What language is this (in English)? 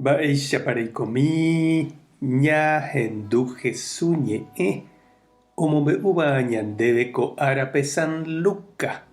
Guarani